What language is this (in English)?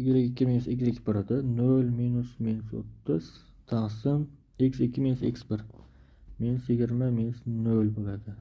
Uzbek